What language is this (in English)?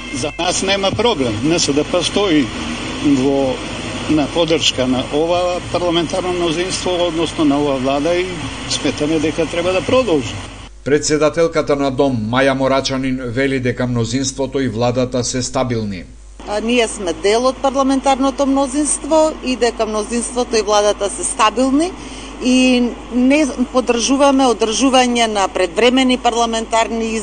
Macedonian